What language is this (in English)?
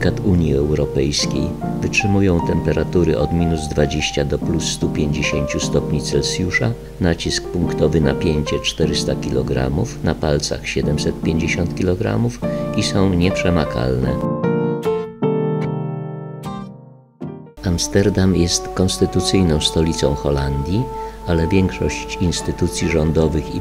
Polish